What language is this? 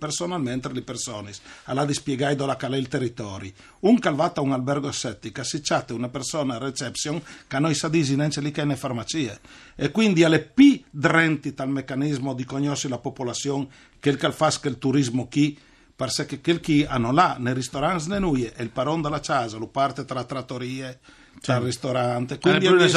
Friulian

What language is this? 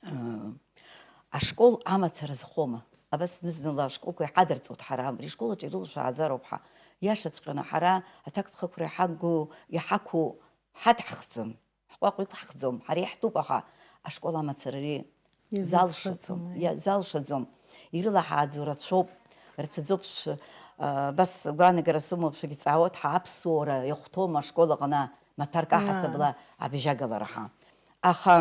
Abkhazian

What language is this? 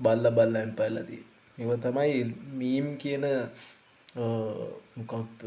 Sinhala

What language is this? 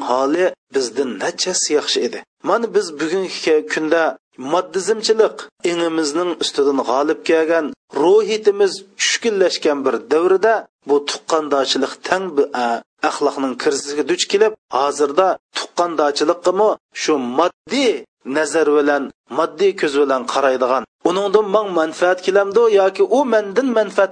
Uyghur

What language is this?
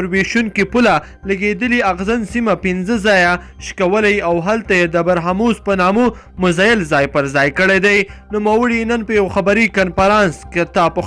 Pashto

